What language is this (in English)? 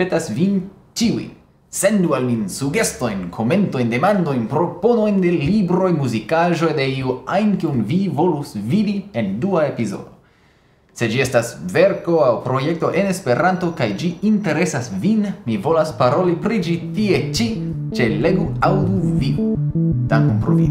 Esperanto